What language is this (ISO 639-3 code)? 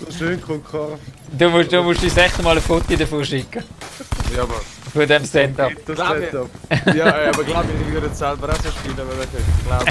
gsw